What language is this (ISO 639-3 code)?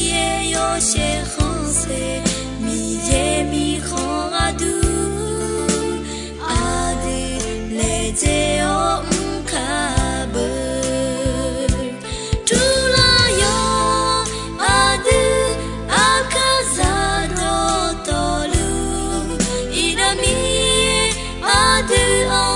ahk